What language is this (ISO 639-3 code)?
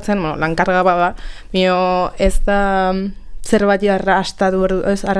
eus